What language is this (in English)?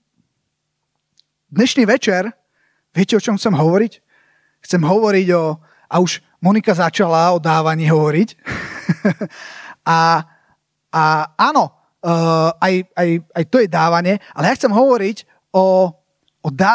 Slovak